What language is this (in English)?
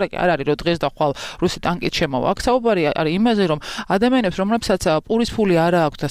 Georgian